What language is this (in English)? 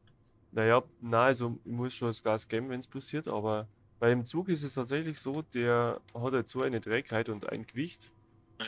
Bavarian